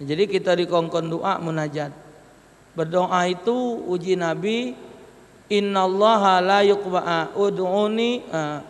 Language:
Musi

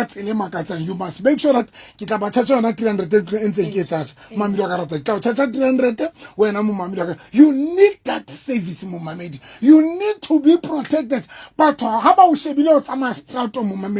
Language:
Southern Sotho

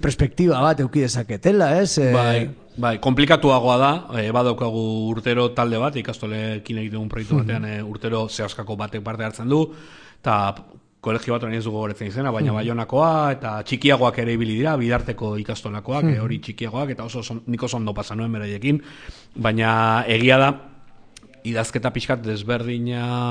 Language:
Basque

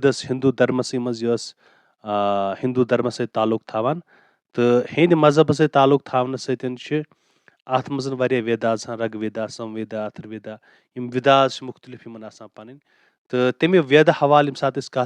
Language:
Kashmiri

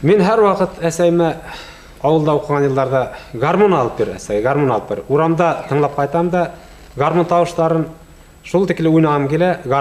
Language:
Bashkir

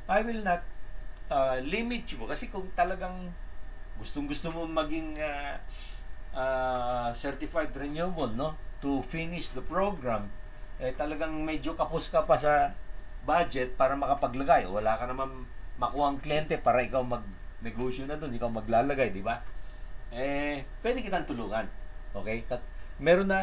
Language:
Filipino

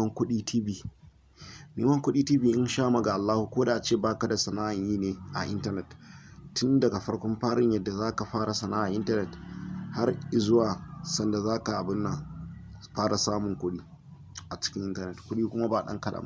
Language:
Hausa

